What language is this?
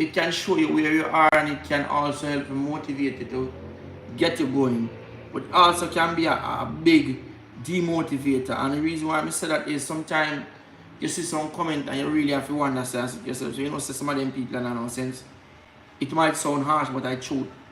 Jamaican Creole English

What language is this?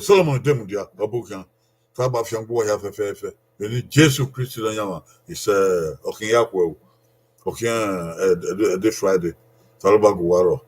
Bini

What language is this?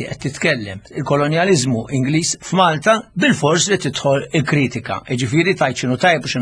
Maltese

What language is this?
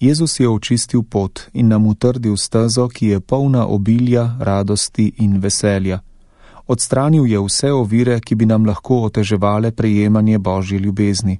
Slovenian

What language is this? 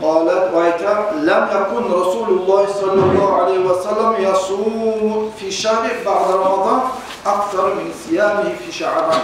Kumyk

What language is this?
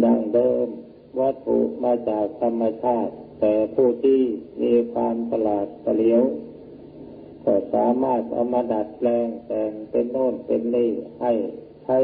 Thai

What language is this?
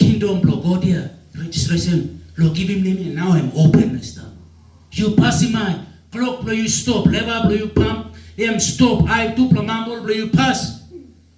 Tok Pisin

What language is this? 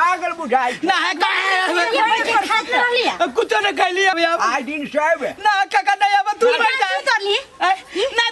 Maithili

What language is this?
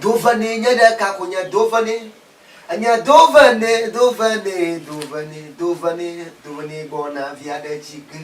Ewe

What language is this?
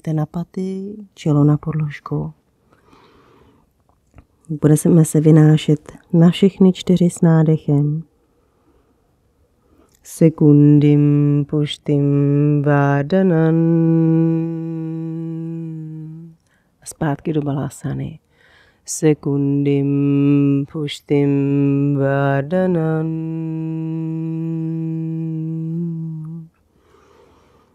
Czech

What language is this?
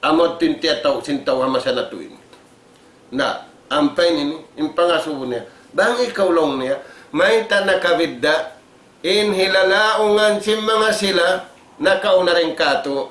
Tausug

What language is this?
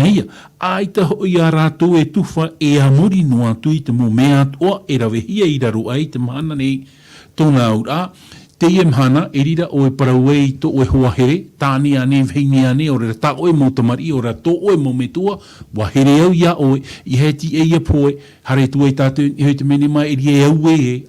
Tahitian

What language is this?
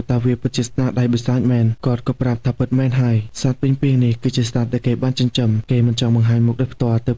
Khmer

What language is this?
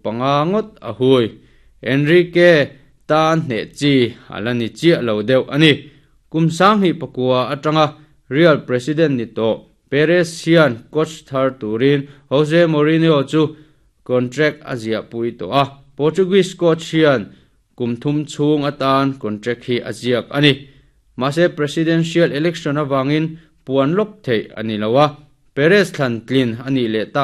Mizo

